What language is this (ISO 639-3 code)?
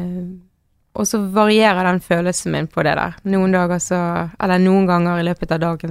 nor